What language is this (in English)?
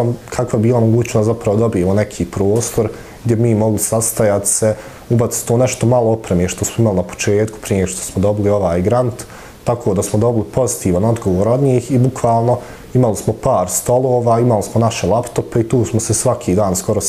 Bosnian